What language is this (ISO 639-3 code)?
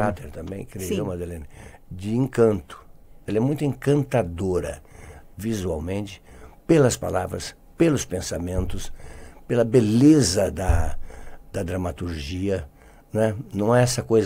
por